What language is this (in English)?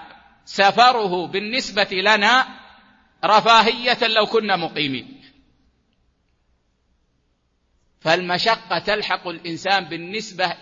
Arabic